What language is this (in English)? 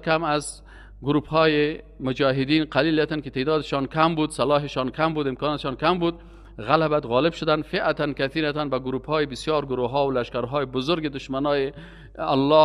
Persian